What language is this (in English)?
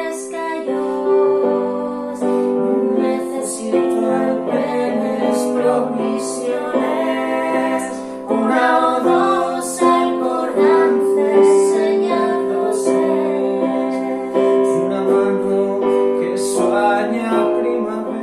Asturian